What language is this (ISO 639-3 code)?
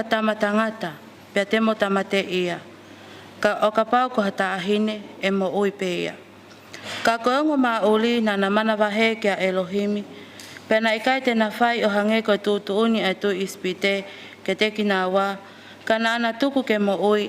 ton